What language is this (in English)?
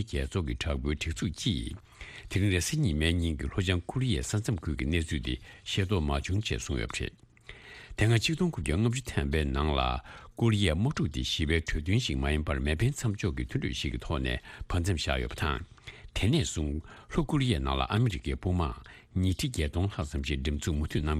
Tibetan